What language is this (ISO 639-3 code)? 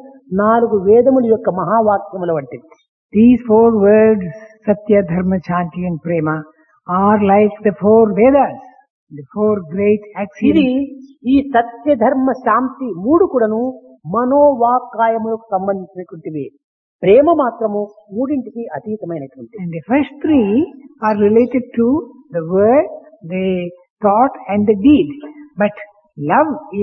tel